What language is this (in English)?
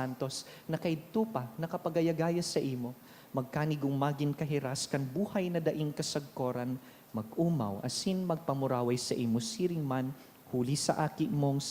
Bikol